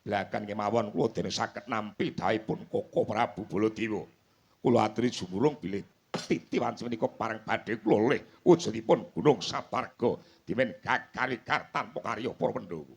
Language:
Javanese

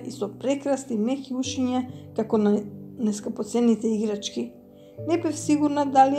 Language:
Macedonian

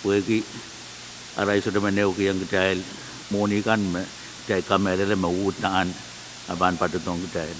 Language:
Pohnpeian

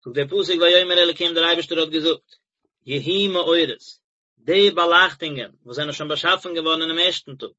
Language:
Yiddish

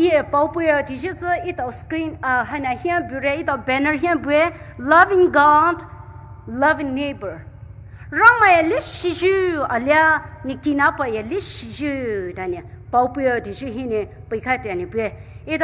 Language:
Poumei Naga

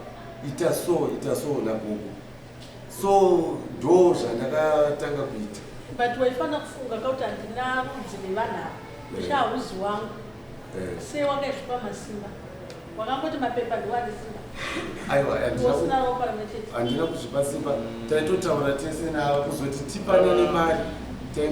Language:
Shona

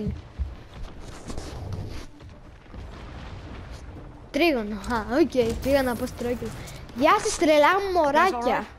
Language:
Greek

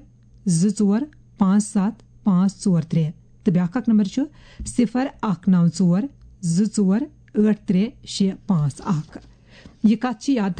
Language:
Kashmiri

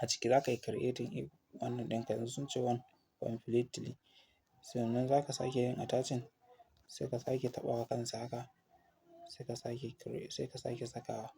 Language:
Hausa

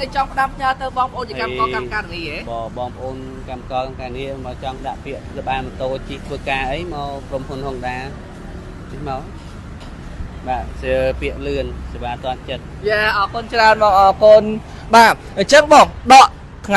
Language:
Khmer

